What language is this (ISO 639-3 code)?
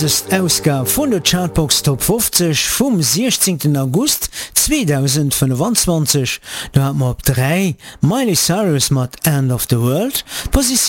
ltz